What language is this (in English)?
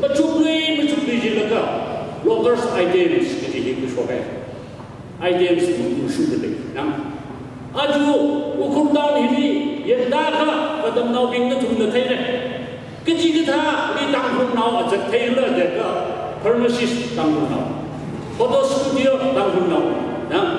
Tangkhul Naga (India)